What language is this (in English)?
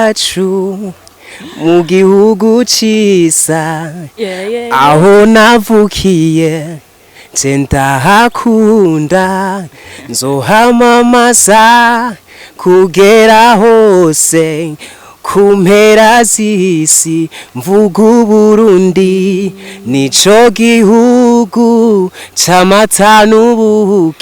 Rundi